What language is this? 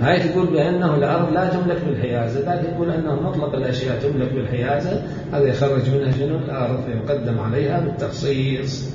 Mesopotamian Arabic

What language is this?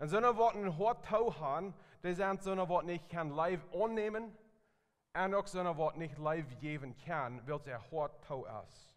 Plautdietsch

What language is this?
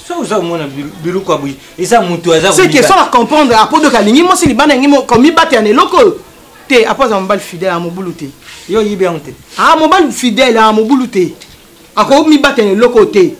Lingala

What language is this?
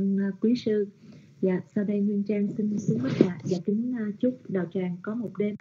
Vietnamese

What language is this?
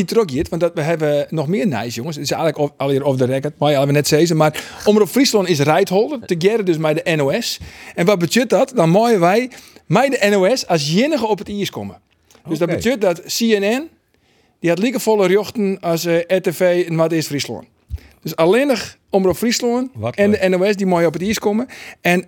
Western Frisian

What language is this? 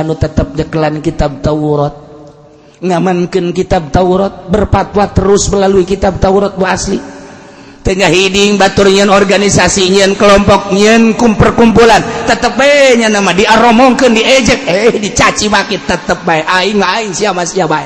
Sundanese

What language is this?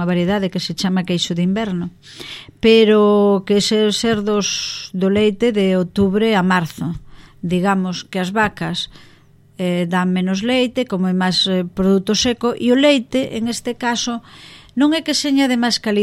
Galician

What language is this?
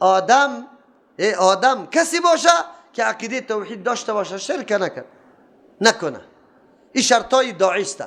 Persian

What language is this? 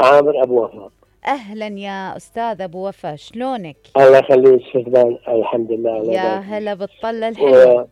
Mesopotamian Arabic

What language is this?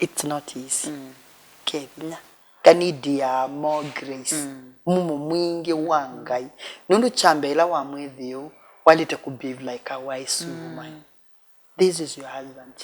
Kamba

